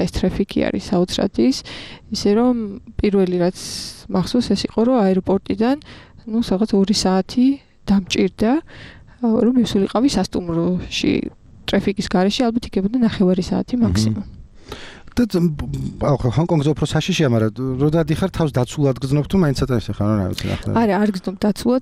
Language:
Georgian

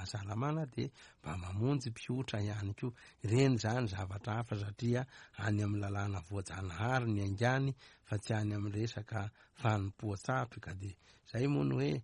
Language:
Malagasy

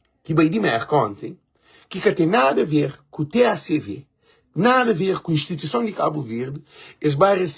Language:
Kabuverdianu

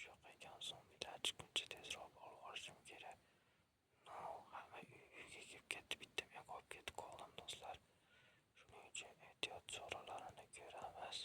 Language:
Uzbek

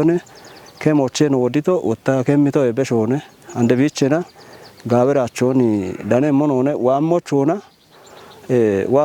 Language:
Kafa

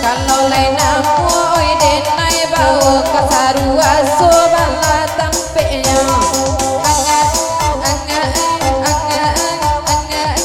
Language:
Minangkabau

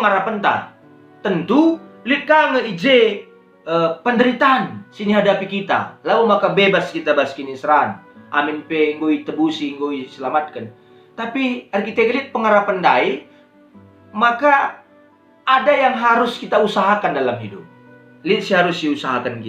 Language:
Batak Karo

